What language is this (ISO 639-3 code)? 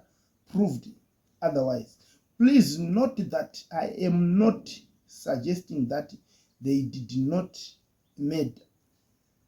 sna